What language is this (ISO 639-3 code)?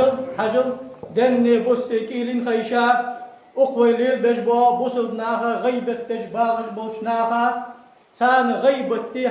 inh